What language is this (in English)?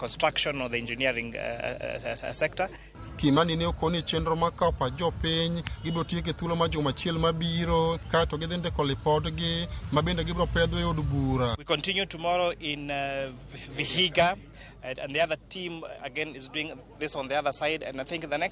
Luo (Kenya and Tanzania)